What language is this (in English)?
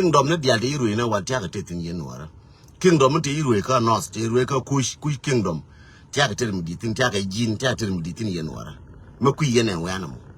Nuer